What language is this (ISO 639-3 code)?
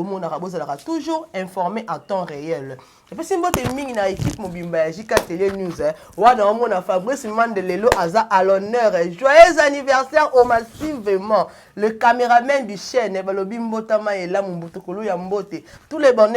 lin